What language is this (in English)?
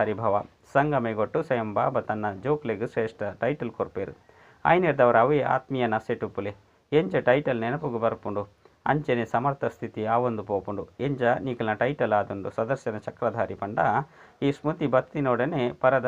Tulu